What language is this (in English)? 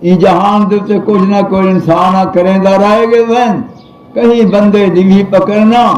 Saraiki